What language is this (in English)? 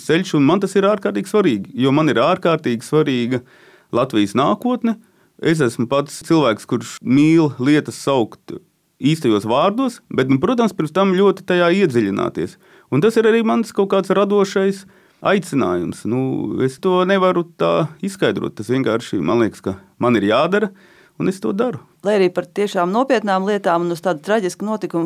Latvian